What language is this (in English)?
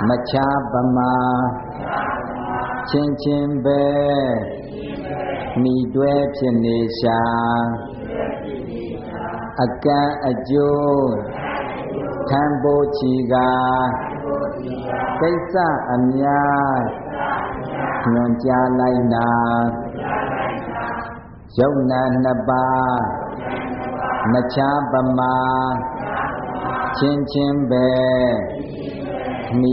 Burmese